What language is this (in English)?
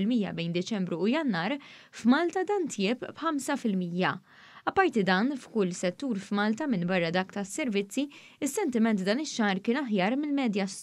Maltese